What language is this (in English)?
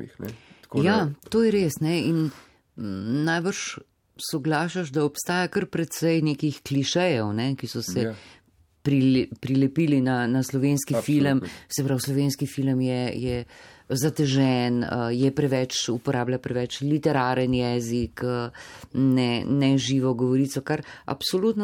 Slovenian